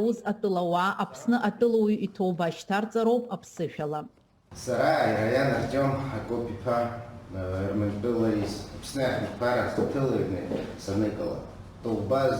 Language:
Abkhazian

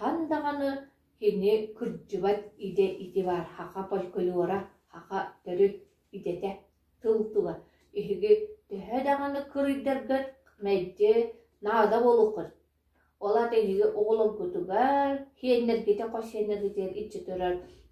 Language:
Yakut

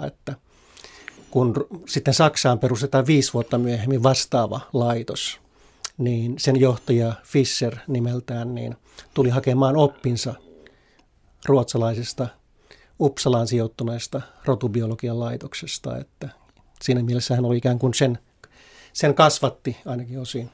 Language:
Finnish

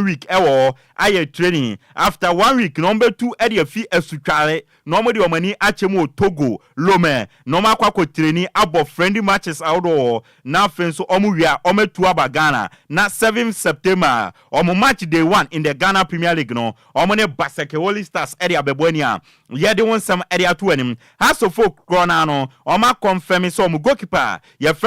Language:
Akan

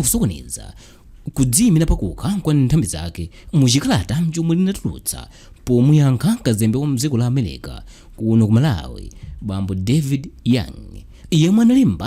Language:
Nyanja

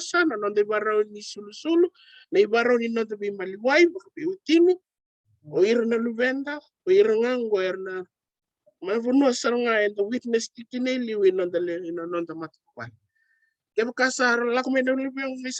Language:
Fijian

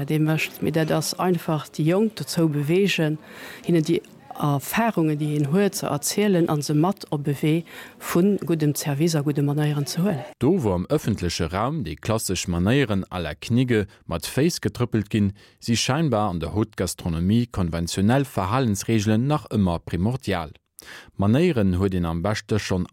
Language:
Luxembourgish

